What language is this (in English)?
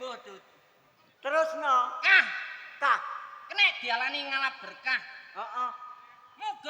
Javanese